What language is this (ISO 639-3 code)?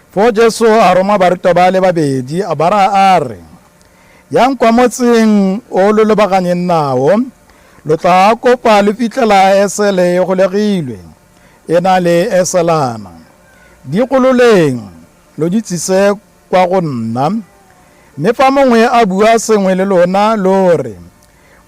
tsn